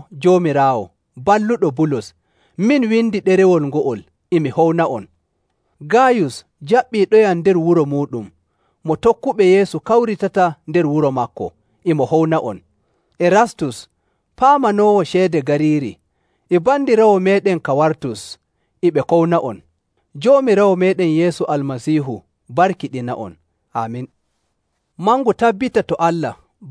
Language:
Nigerian Fulfulde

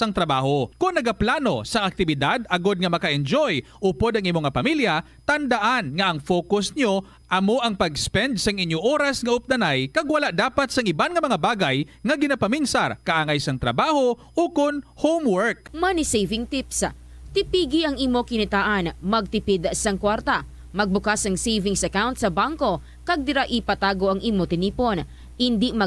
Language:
Hiligaynon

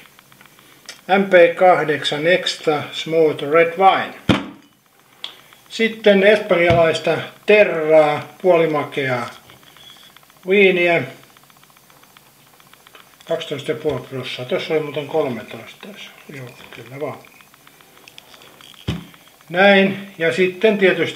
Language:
Finnish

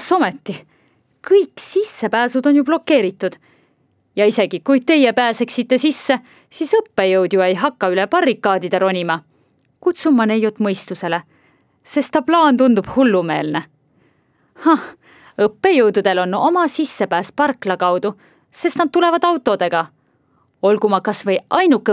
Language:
Estonian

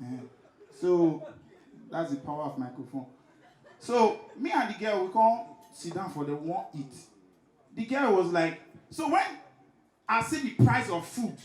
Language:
Nigerian Pidgin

